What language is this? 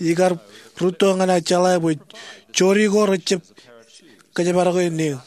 Marshallese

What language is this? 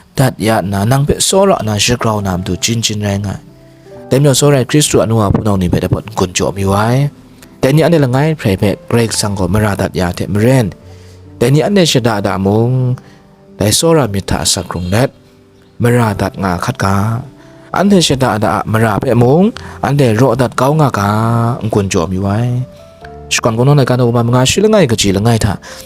Kachin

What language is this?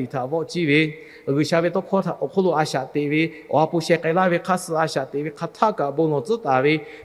Lahu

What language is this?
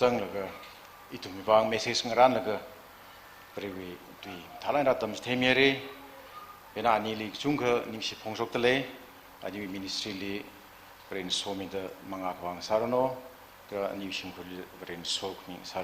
Tangkhul Naga (India)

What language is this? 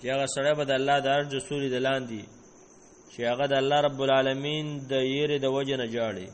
Pashto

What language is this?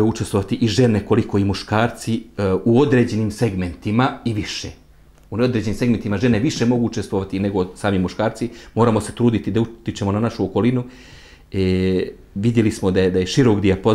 Bosnian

